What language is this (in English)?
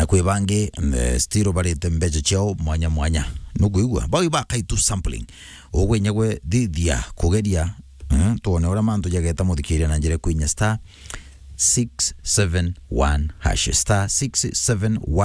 Meru